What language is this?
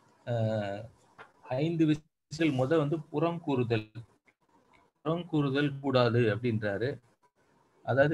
Tamil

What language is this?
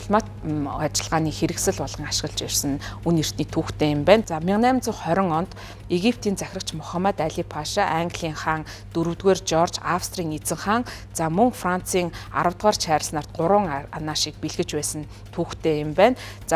Mongolian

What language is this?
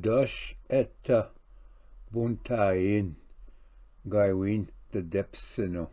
Ojibwa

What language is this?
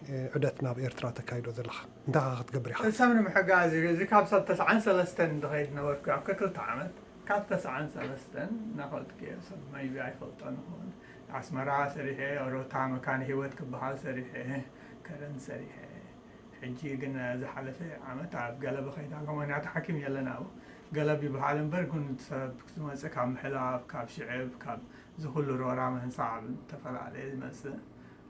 Tigrinya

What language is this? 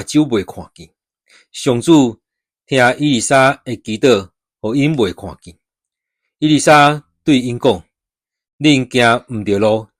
Min Nan Chinese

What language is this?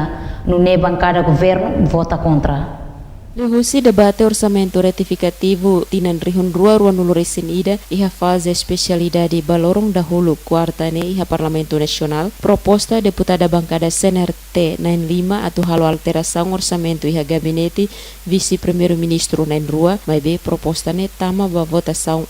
Tetum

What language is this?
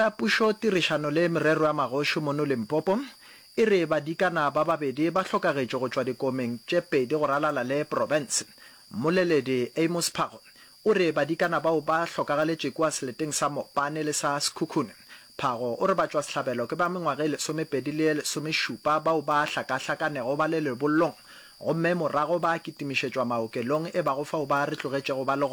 Northern Sotho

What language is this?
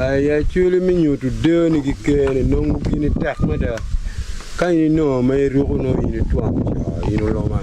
Acoli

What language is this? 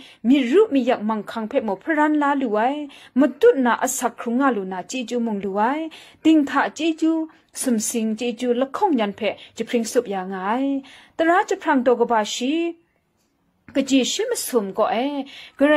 Kachin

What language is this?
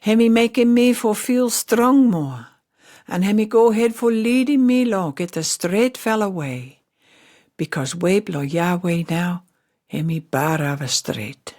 Pijin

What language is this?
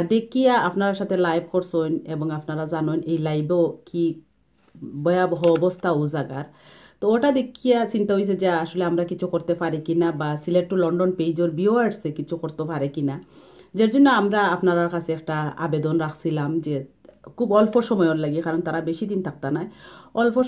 Sylheti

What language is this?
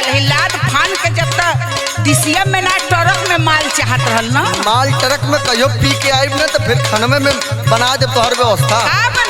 Bhojpuri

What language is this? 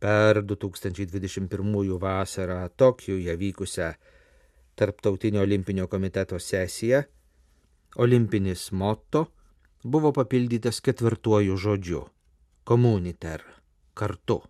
Lithuanian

